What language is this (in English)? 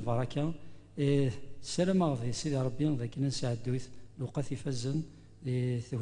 Kabyle